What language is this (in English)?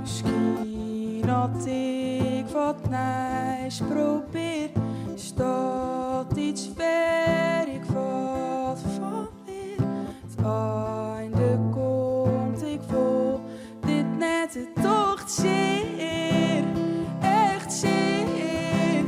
Western Frisian